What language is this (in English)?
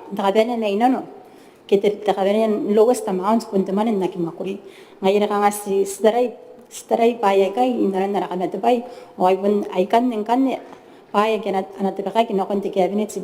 Gilbertese